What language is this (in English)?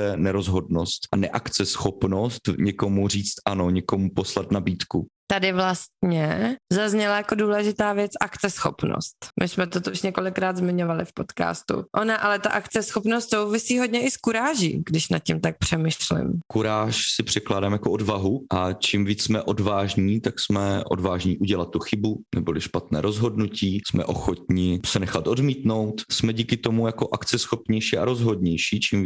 Czech